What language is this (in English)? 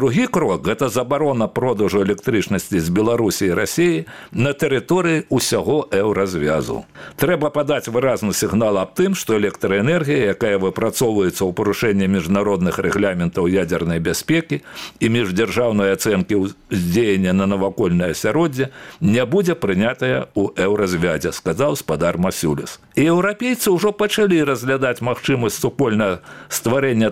Belarusian